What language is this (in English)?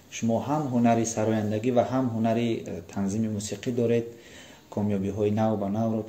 Tajik